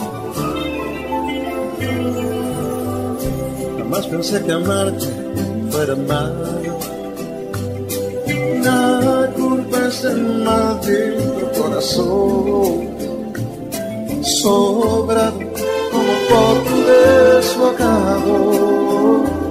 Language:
Spanish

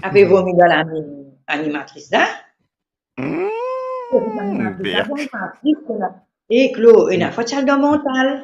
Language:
Morisyen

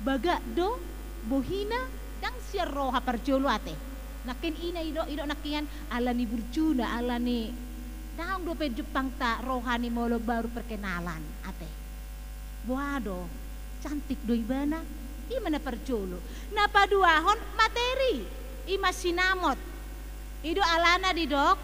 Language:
Batak Toba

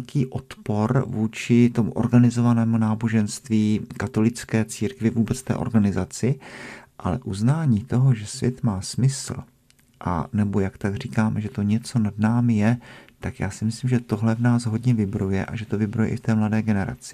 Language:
Czech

